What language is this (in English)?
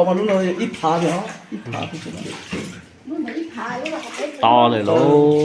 Hmong